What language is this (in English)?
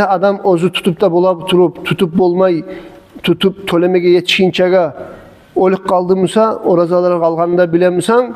Kumyk